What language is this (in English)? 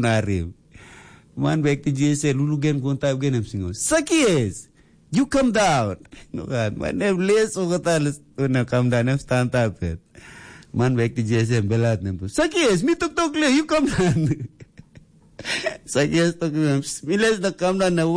Tok Pisin